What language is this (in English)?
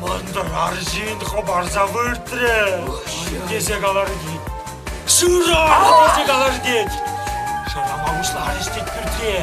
Chuvash